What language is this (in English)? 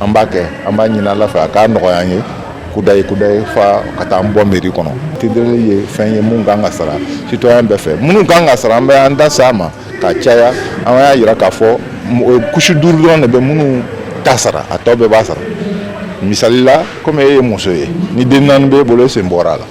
Bambara